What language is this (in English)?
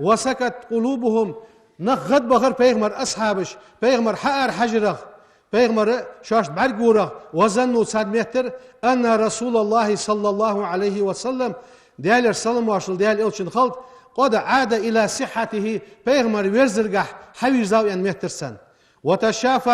Ingush